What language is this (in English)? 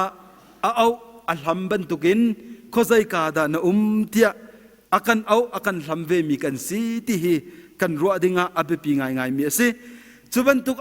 Hakha Chin